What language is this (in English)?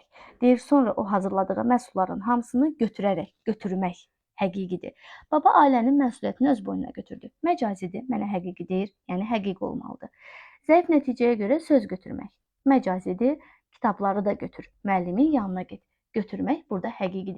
Azerbaijani